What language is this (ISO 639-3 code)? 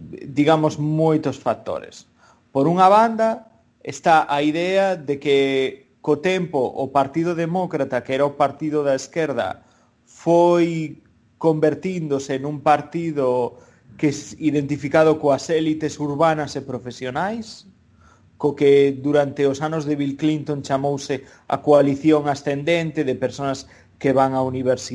glg